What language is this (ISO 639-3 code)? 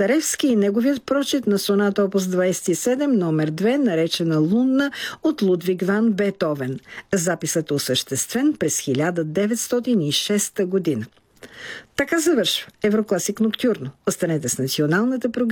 bul